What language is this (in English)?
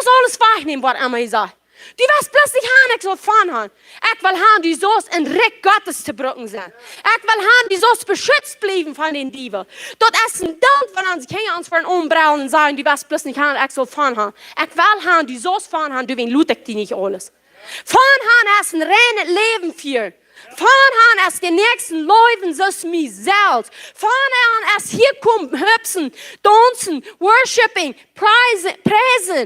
Plautdietsch